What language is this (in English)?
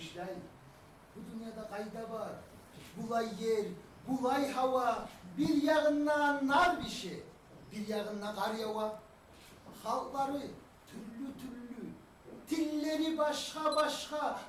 Kumyk